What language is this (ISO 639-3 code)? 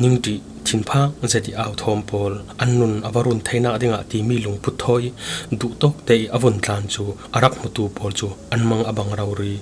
cfm